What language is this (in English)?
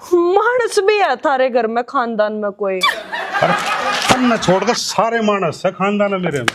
Haryanvi